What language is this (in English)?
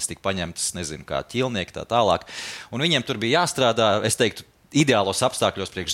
Latvian